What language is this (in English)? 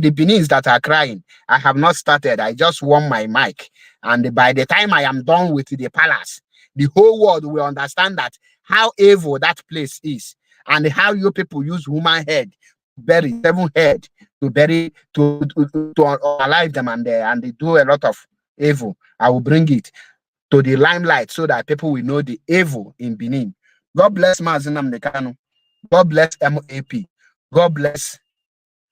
Igbo